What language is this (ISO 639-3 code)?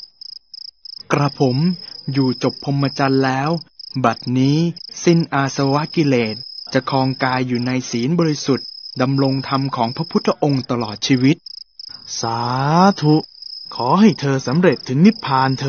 tha